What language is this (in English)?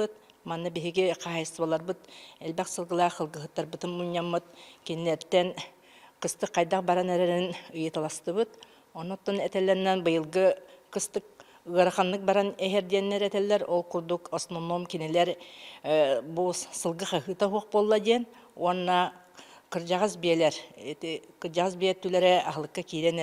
Yakut